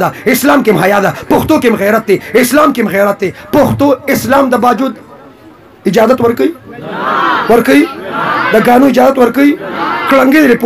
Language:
Pashto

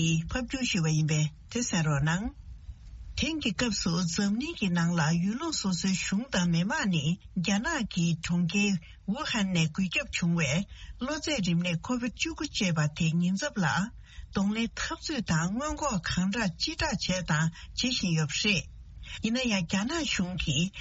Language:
Tibetan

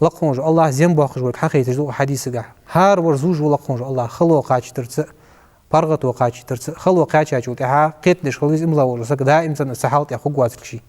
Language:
Ingush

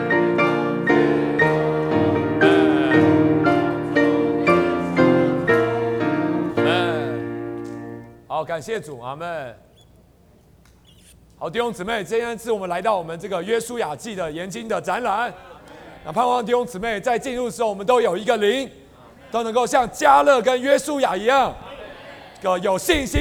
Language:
Chinese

